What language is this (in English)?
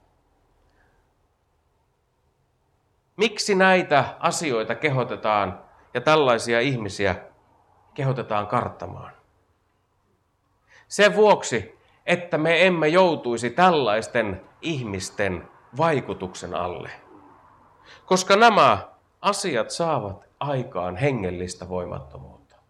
Finnish